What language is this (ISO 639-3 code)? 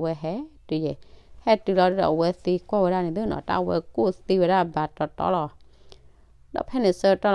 ksw